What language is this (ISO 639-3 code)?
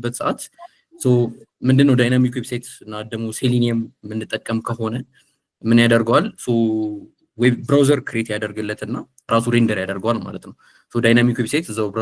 amh